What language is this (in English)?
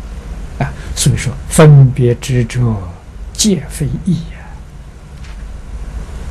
Chinese